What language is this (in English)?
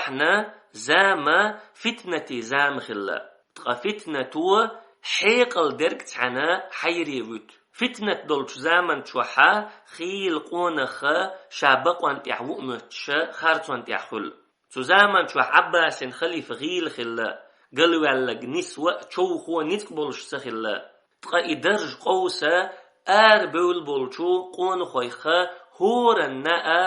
Chechen